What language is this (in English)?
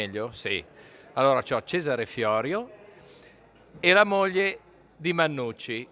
Italian